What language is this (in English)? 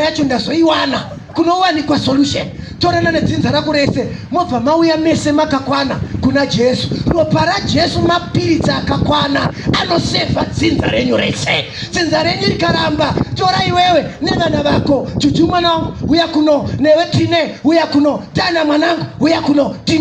Shona